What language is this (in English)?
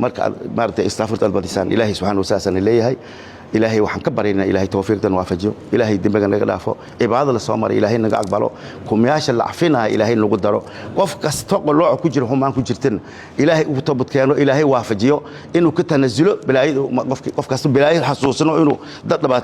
Somali